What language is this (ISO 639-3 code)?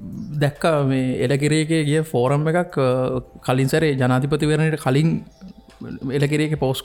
sin